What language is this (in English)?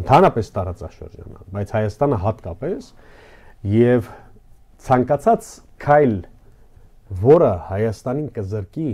Armenian